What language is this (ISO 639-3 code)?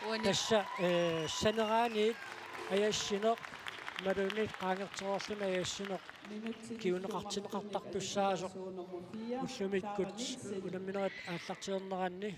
kal